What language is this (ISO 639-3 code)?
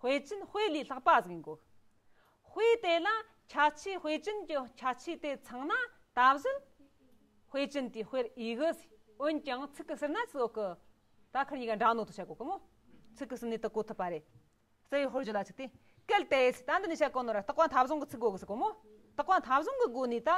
bod